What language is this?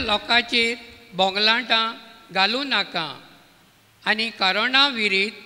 Konkani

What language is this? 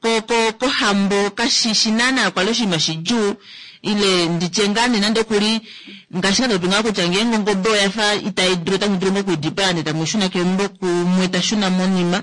Kuanyama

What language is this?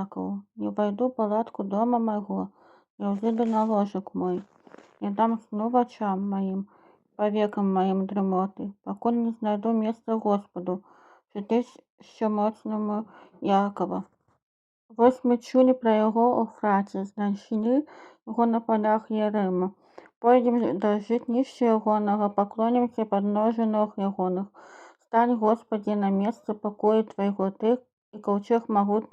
Belarusian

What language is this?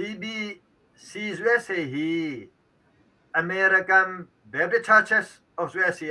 Hakha Chin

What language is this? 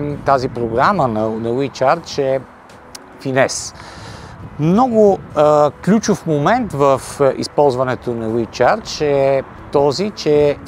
Bulgarian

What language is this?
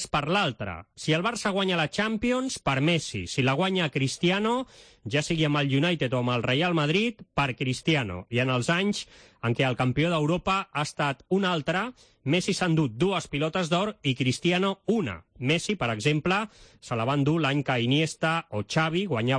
Catalan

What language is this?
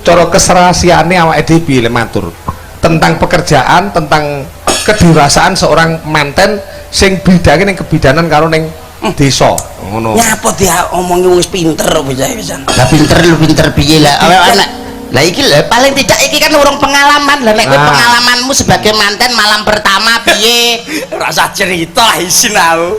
Javanese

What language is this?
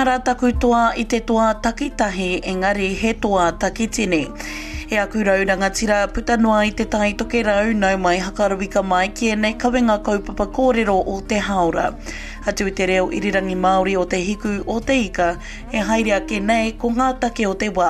Māori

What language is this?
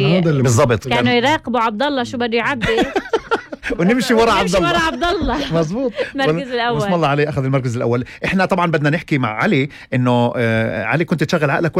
North Levantine Arabic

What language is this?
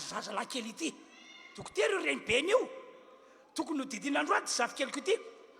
Malagasy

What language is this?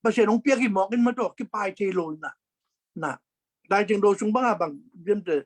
Tedim Chin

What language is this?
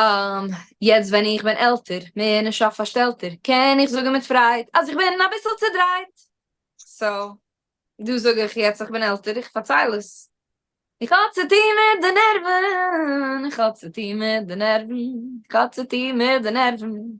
Yiddish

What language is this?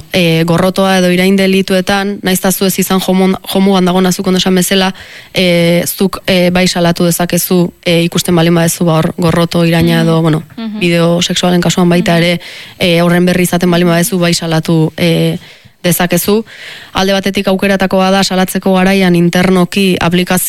Basque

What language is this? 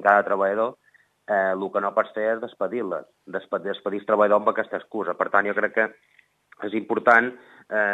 Catalan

